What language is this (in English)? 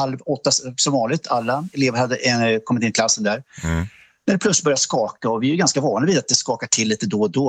Swedish